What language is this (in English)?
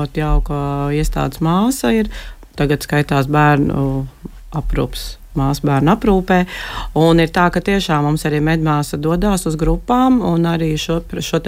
Latvian